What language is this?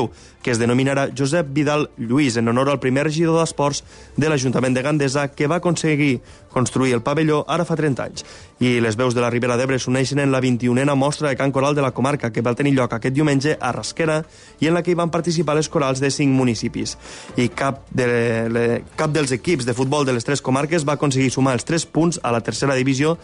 Catalan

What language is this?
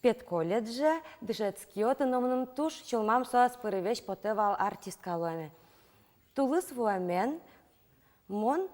Udmurt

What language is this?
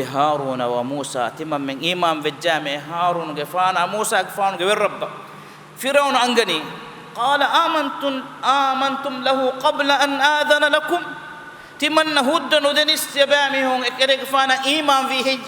Divehi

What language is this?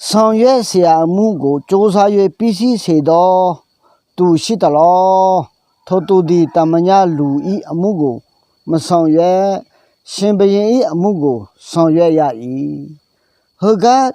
Akha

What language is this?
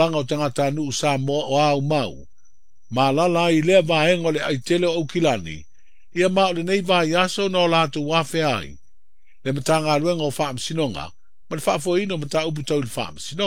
Samoan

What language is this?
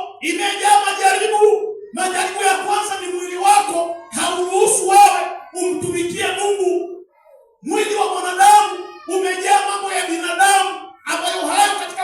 Swahili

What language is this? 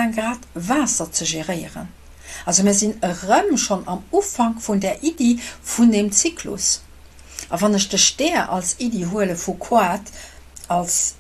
Luxembourgish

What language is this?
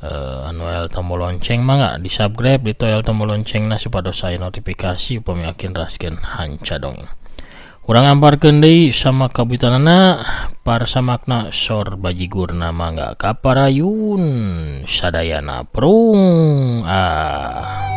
Sundanese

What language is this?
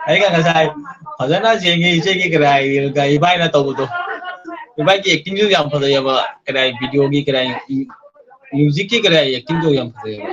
Manipuri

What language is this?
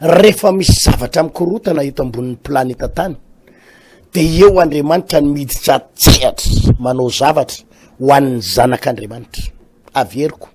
Malagasy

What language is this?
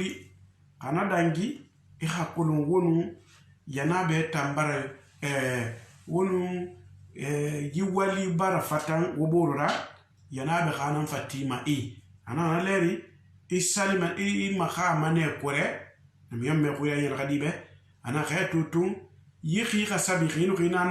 Susu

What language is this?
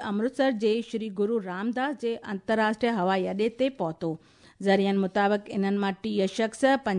Sindhi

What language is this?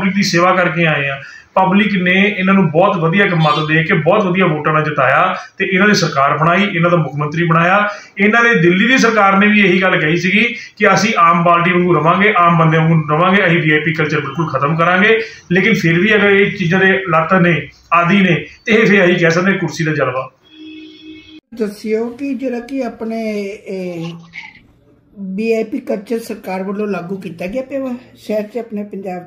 Punjabi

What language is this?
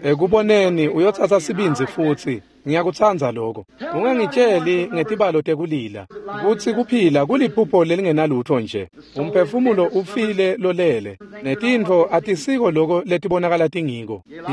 Swati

